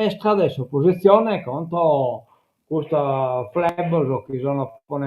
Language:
Sardinian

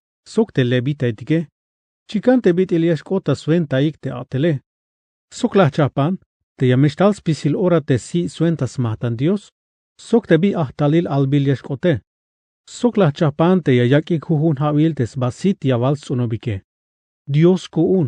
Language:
Tzeltal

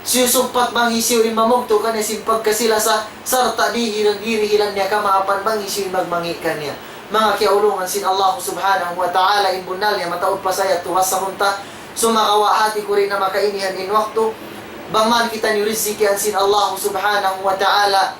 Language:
Tausug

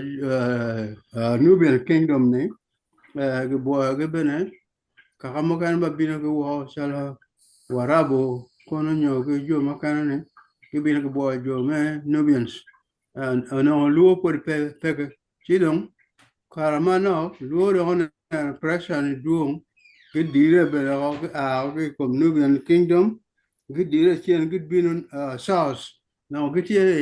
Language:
Acoli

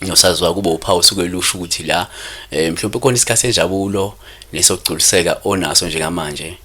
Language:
Zulu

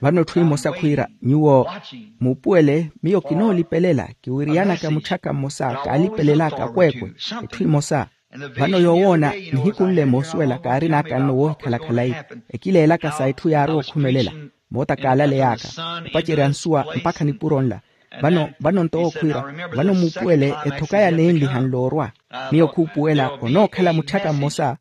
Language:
Makhuwa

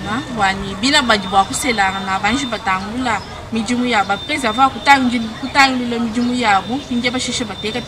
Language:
Luba-Lulua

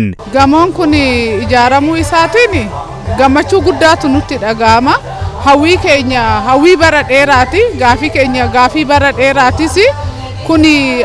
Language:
Oromo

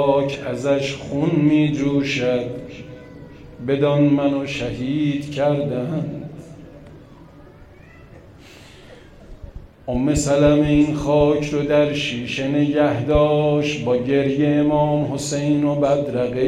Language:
Persian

